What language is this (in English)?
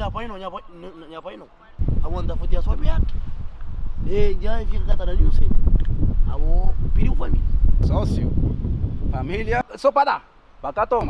Kabuverdianu